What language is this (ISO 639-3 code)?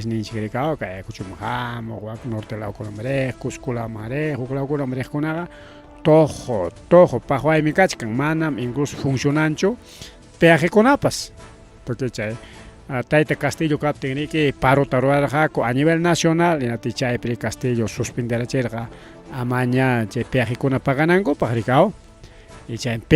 quy